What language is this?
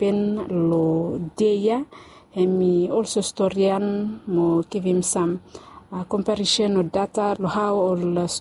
Bislama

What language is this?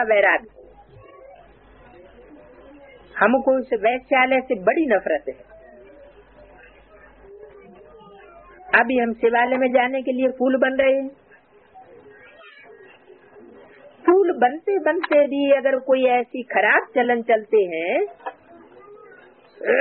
Hindi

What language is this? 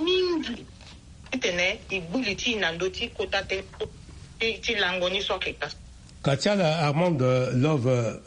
Sango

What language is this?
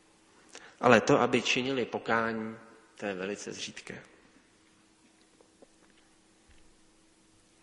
Czech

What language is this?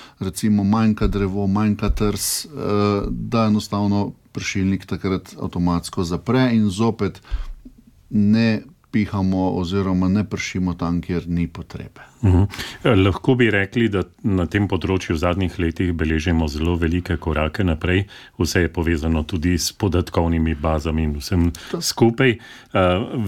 Slovenian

